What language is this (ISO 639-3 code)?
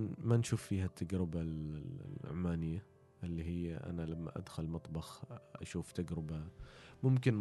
afb